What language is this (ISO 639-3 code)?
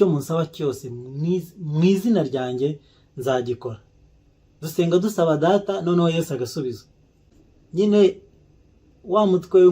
kin